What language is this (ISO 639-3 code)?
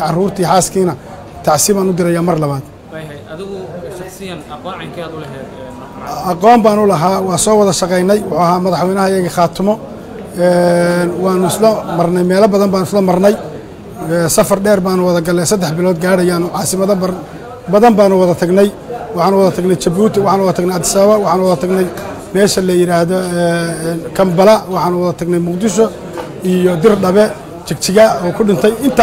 som